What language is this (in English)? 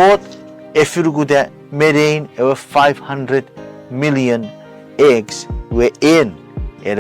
Chuukese